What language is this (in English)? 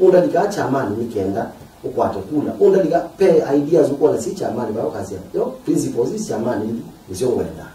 Kamba